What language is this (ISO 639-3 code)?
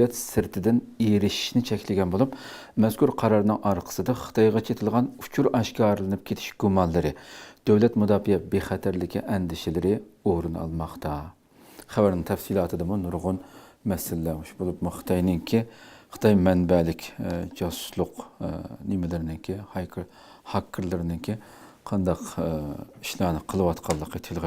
uig